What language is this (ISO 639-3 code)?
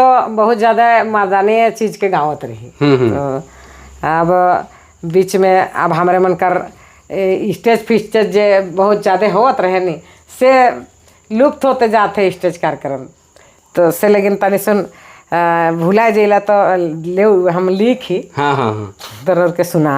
sck